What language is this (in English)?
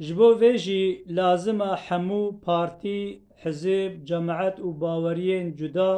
Kurdish